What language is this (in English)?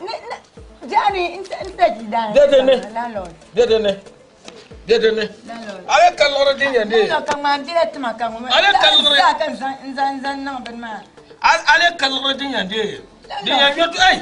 Dagbani